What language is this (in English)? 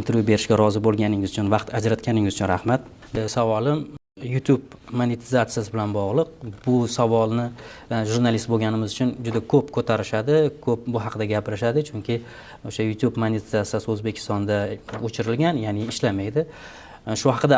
Uzbek